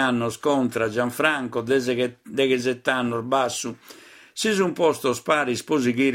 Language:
Sardinian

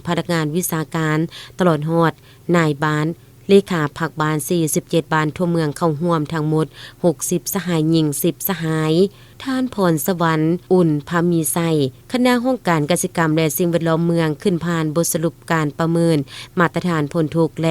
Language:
Lao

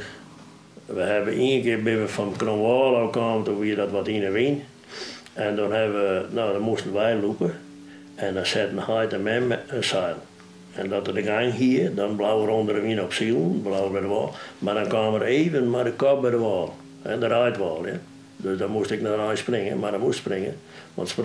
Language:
Western Frisian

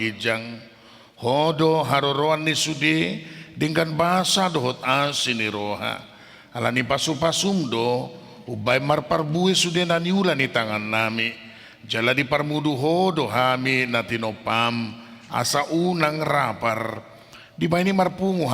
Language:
Batak Toba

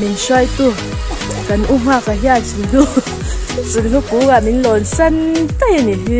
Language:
Mizo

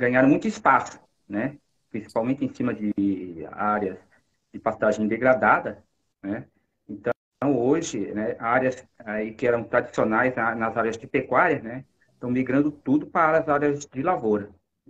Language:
Portuguese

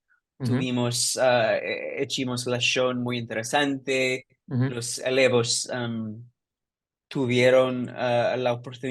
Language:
Ladino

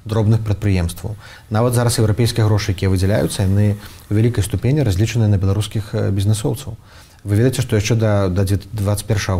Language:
Belarusian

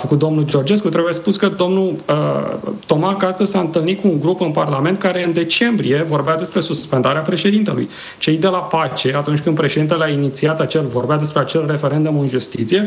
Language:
Romanian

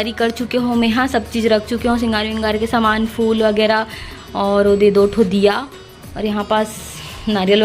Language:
Chhattisgarhi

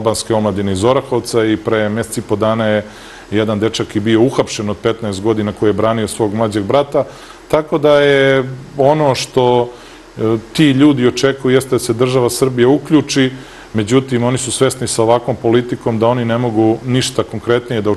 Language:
Serbian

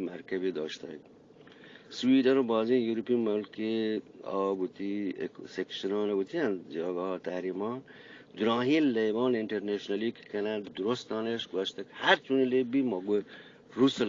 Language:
Eastern Balochi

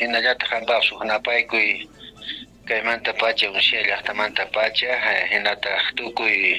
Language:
South Bolivian Quechua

